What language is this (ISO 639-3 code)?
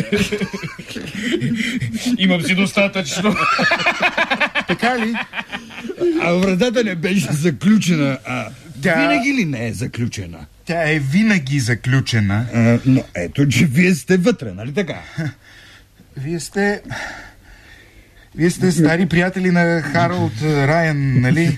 bul